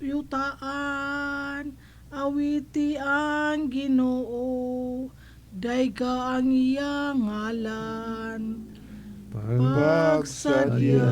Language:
Cebuano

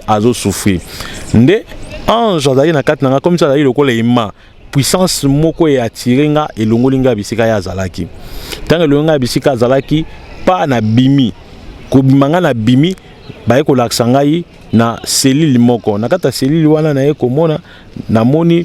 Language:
Lingala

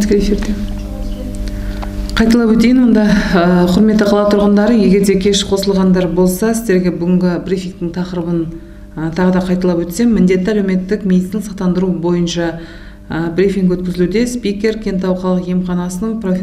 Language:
Kazakh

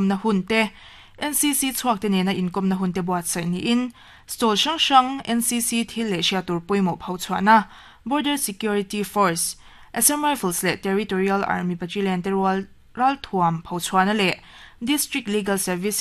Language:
Mizo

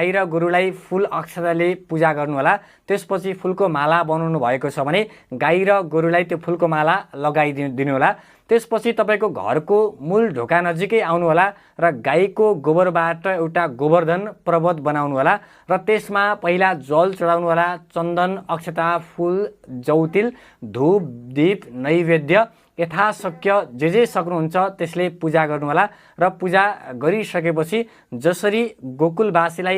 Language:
Nepali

